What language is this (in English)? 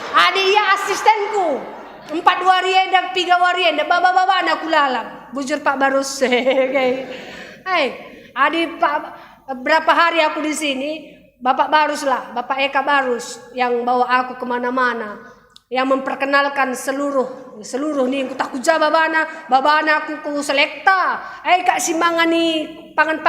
Batak Karo